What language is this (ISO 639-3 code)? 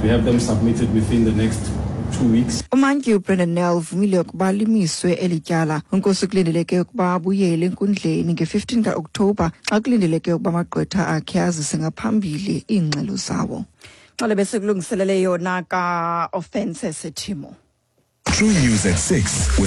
xho